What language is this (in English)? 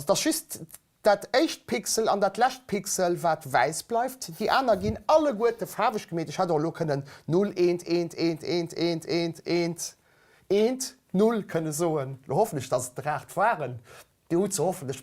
Luxembourgish